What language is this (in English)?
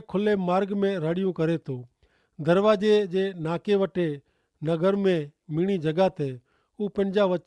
Kachhi